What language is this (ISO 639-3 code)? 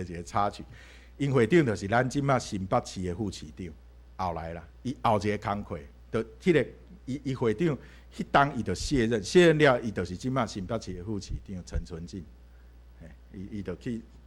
nan